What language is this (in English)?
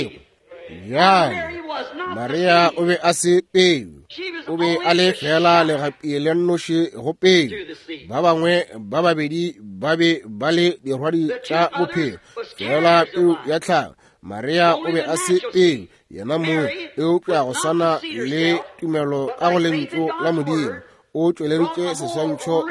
Northern Sotho